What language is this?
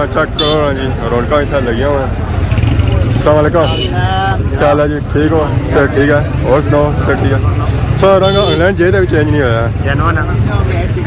Pahari-Potwari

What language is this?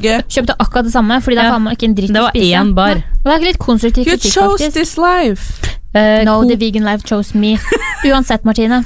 Norwegian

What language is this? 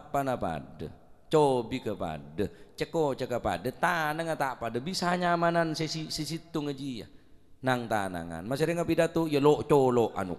Madurese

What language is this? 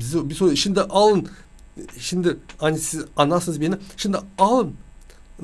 Gagauz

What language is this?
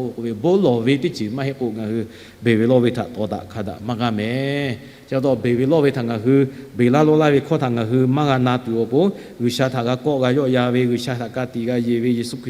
Lahu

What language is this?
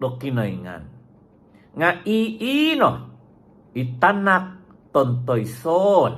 Central Dusun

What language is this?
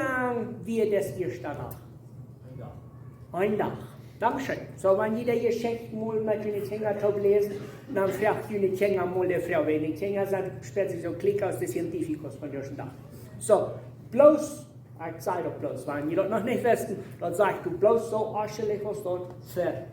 Plautdietsch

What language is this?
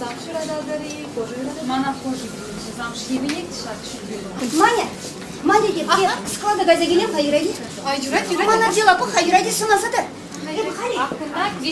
Chuvash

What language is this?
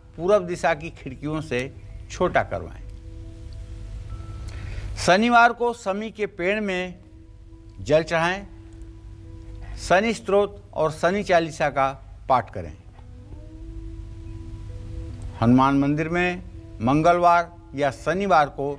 Hindi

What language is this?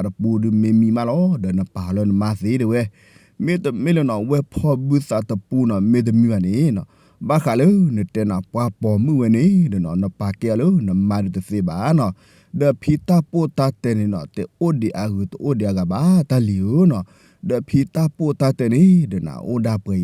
S'gaw Karen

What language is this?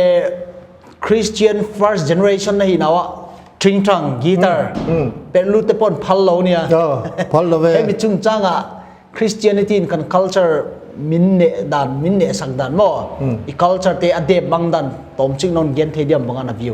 Paite Chin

